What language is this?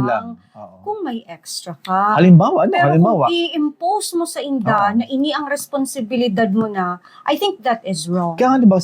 Bikol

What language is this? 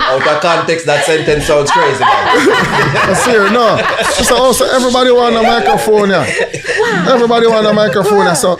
Jamaican Creole English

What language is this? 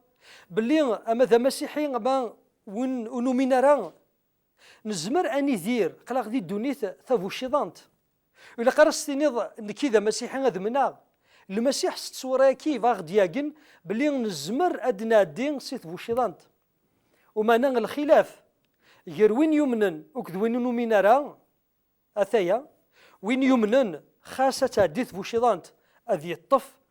Kabyle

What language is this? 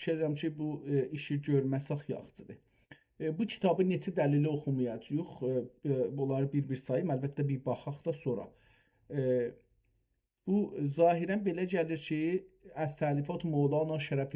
South Azerbaijani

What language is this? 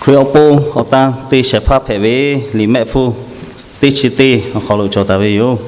Lahu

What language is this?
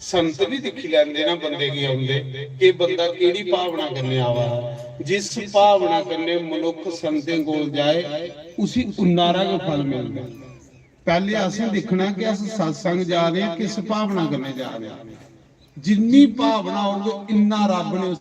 Dogri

